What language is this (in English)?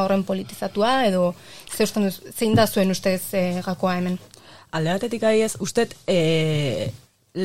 Basque